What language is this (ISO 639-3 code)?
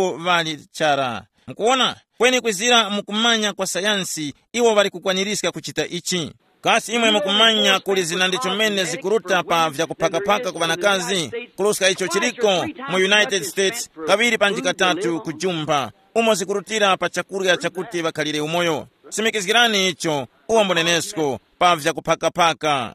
tum